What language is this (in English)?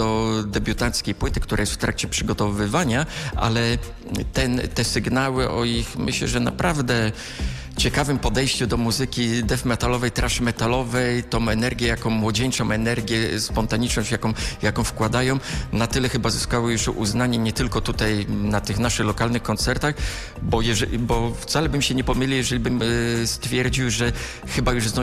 Polish